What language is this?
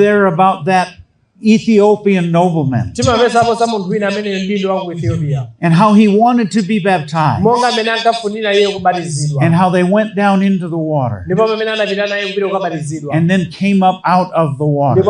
Nyanja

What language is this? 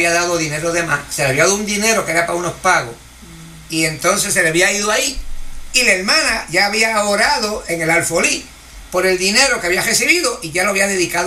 Spanish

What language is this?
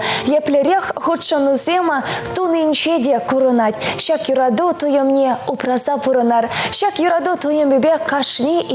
Chuvash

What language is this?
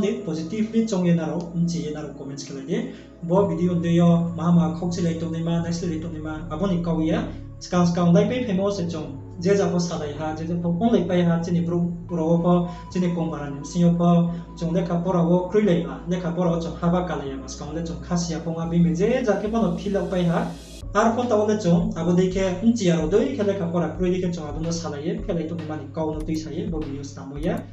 Riang (India)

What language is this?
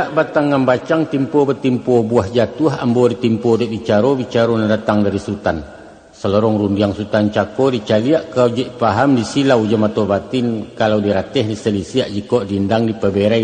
Minangkabau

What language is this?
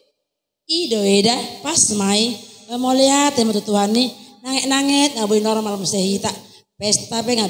Batak Toba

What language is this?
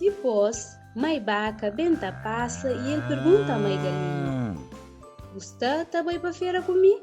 Kabuverdianu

